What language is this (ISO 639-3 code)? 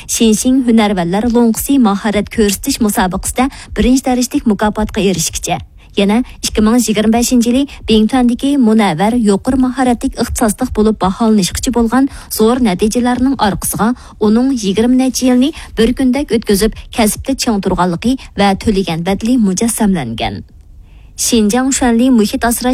uig